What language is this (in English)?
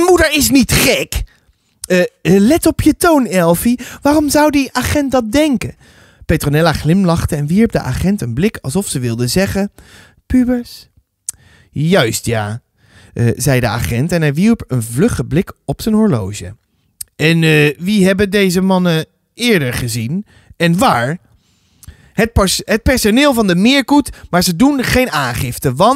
Dutch